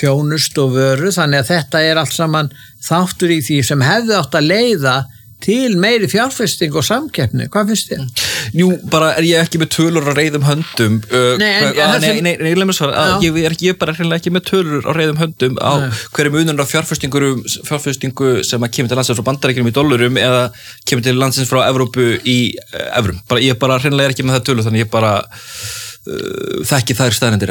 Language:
Icelandic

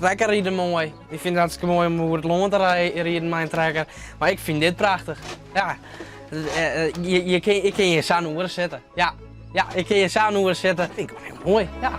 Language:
Western Frisian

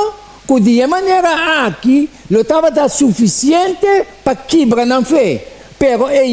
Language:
Papiamento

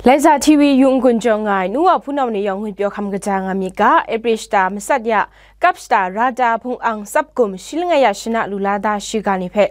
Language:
Kachin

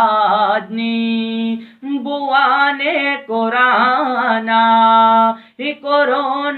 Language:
Eastern Balochi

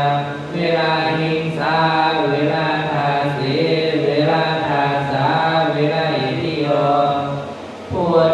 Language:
Pali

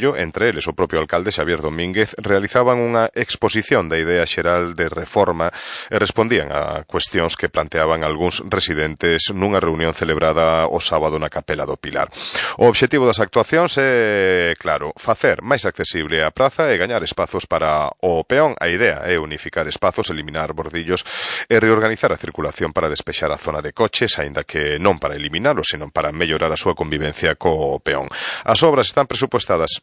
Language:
Galician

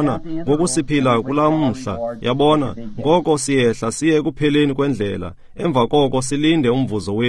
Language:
Xhosa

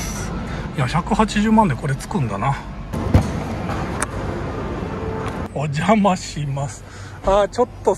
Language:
Japanese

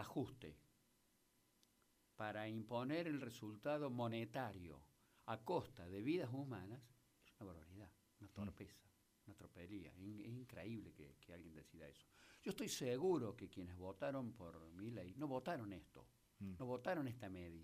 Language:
Spanish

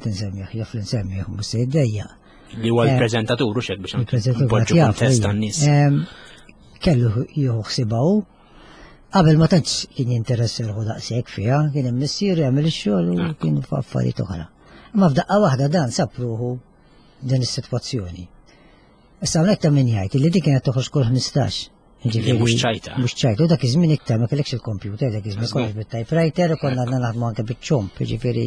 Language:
Maltese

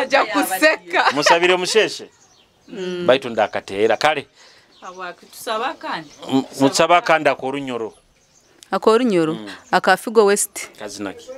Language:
Nyoro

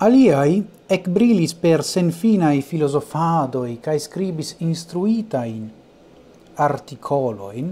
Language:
Esperanto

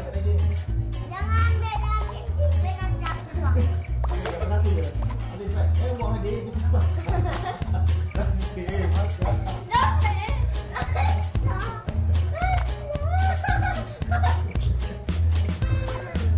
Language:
Malay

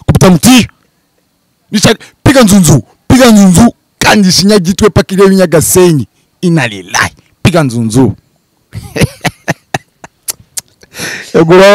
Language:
Kinyarwanda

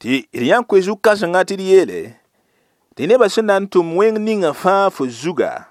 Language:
Mossi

